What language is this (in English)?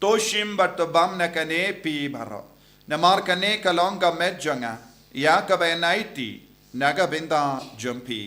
Khasi